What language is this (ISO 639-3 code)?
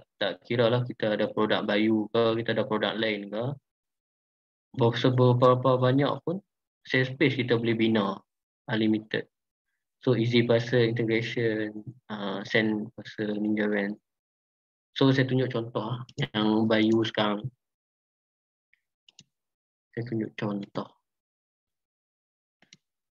msa